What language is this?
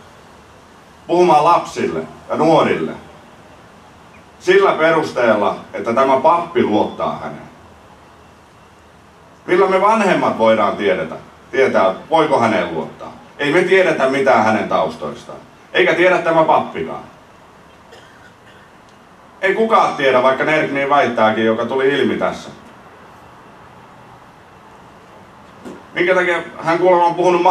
Finnish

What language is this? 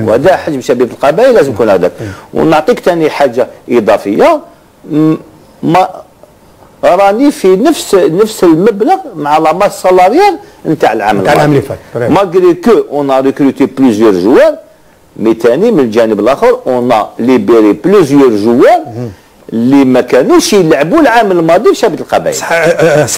Algerian Arabic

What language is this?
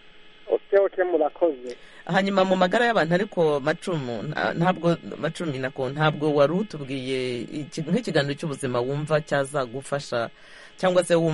Kinyarwanda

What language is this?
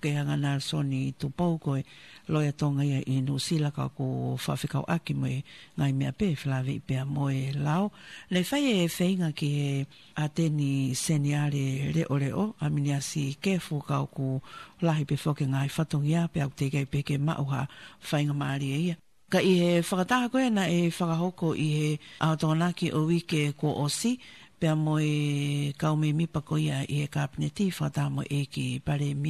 Tongan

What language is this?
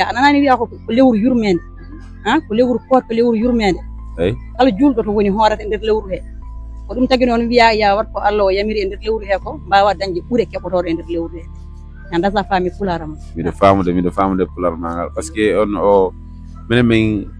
Fula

